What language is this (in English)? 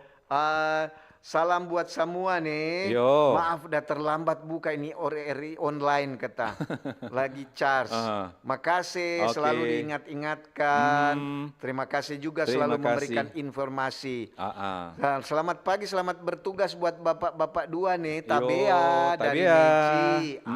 Manado Malay